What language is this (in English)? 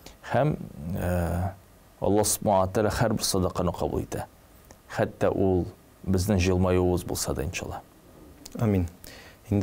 Tatar